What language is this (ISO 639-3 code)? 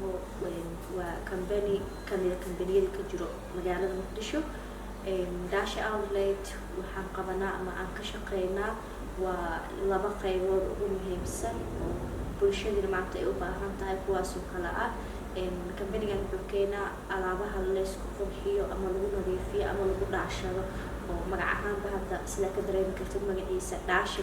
som